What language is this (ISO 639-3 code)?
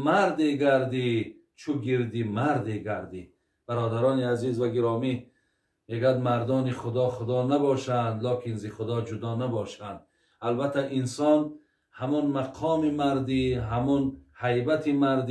tgk